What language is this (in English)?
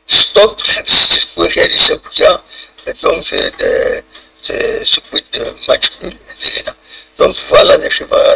Kabyle